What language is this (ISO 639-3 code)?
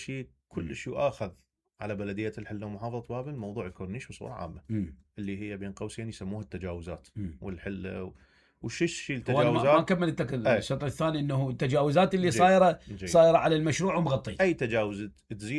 acm